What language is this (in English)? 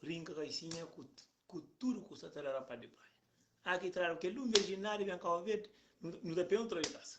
Kabuverdianu